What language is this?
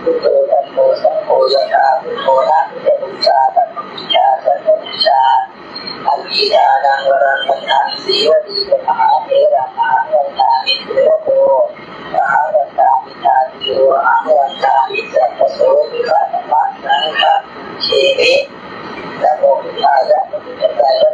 Pali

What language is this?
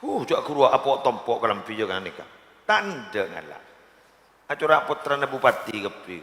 Madurese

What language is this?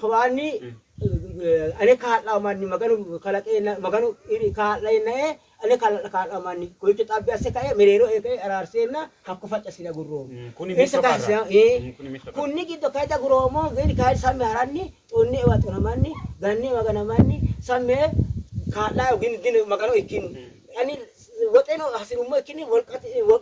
Sidamo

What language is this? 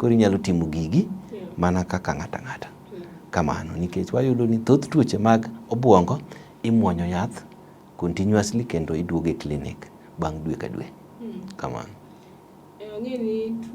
Luo (Kenya and Tanzania)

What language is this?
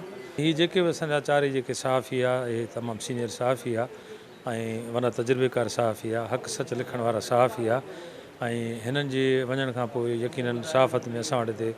Sindhi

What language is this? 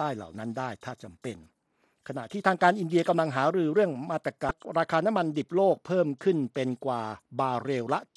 Thai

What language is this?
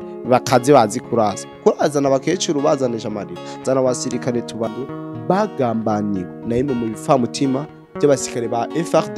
Rundi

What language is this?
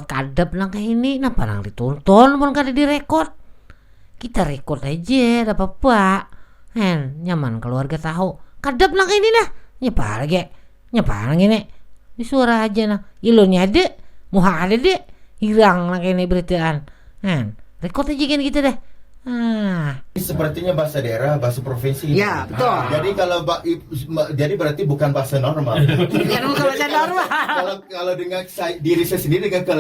Banjar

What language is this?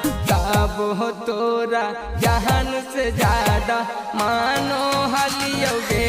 Magahi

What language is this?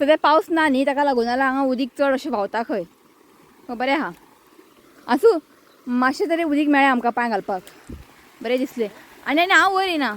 Konkani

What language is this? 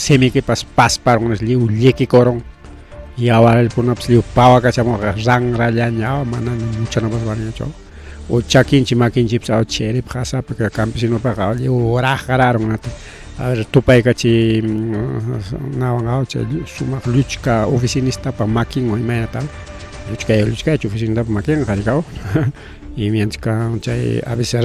Ayacucho Quechua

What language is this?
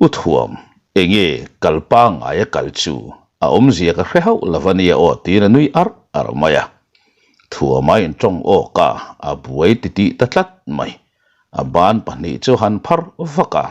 Mizo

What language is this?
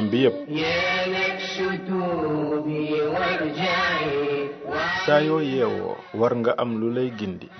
Wolof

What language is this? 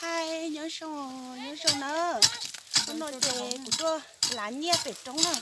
Hmong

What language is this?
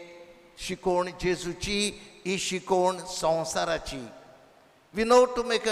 Konkani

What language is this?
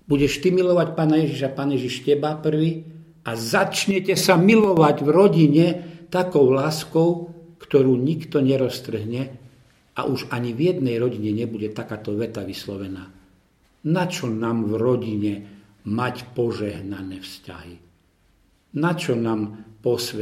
Slovak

